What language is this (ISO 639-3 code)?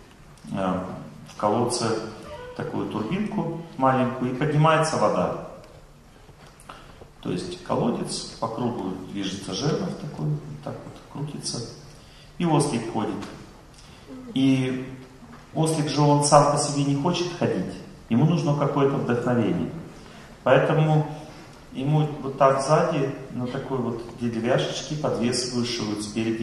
rus